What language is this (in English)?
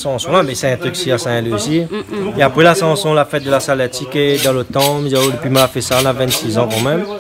Réunion Creole French